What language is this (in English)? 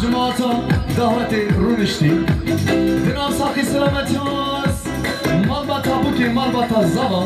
Kurdish